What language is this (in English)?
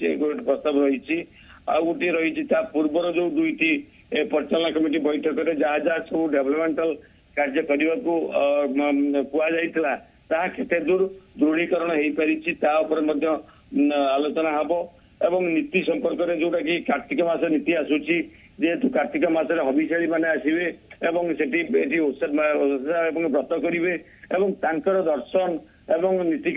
Odia